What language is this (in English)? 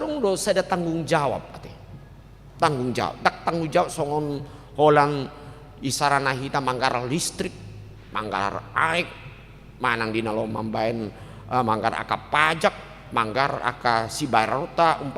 Batak Toba